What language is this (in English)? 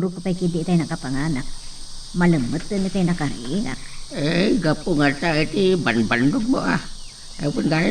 Iloko